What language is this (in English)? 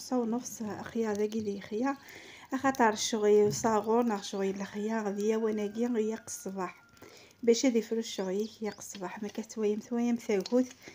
Kabyle